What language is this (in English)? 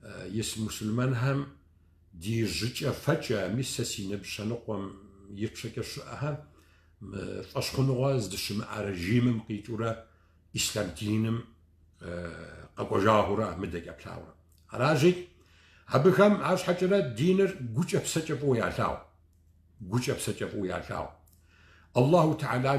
Kabardian